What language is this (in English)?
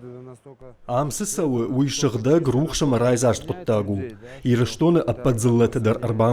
Ossetic